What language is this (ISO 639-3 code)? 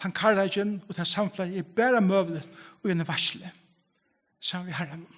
fao